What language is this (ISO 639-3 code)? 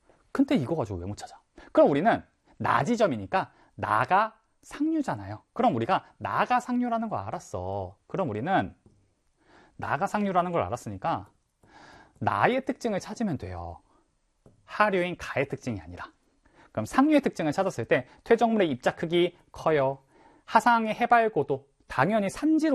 kor